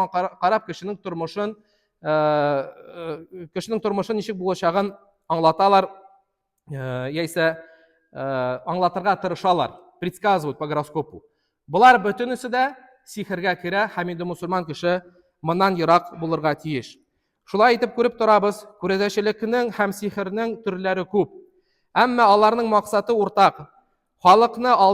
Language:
Tatar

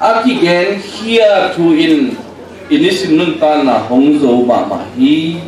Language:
Tedim Chin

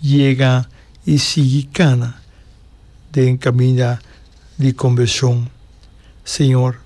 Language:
Papiamento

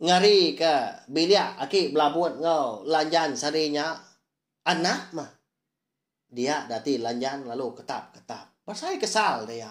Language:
Iban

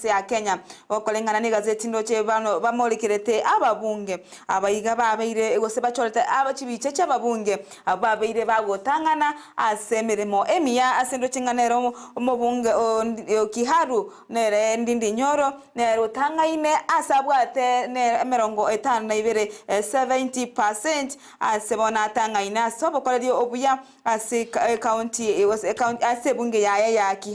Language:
Gusii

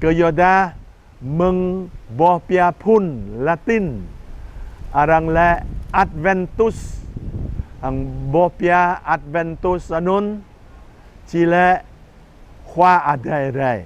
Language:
Jarai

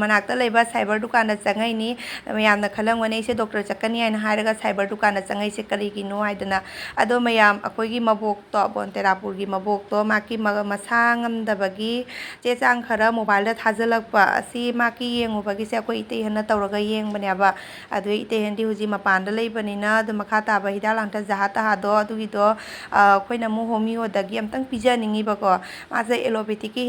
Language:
Manipuri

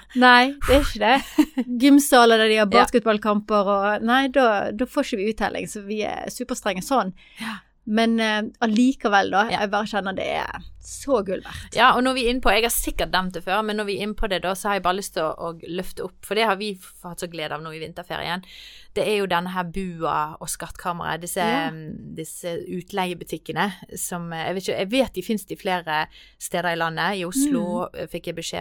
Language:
Norwegian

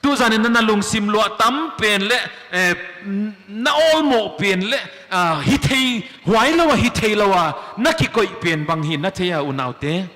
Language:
Paite Chin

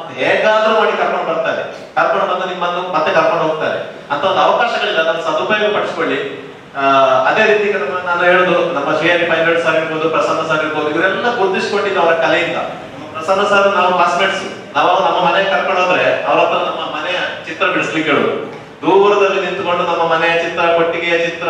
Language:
Kannada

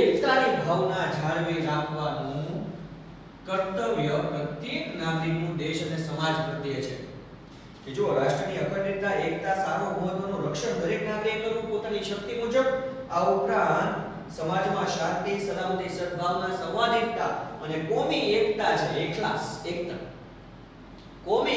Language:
Gujarati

